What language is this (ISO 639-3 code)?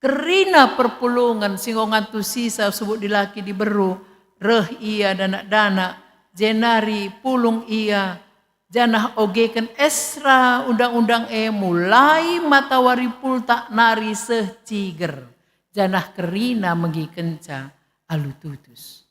btx